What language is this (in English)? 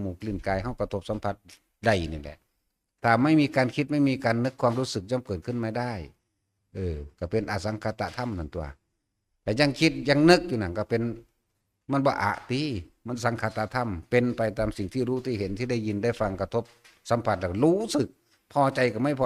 Northeastern Thai